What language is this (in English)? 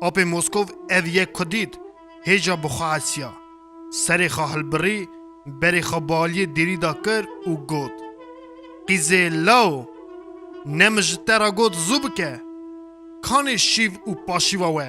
Kurdish